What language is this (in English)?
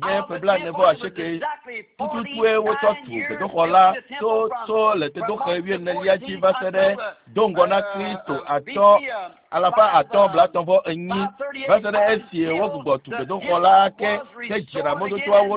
Ewe